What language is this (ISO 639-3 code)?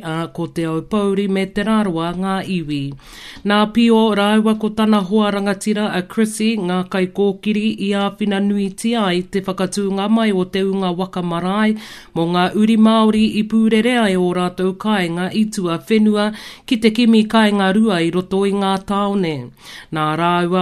mri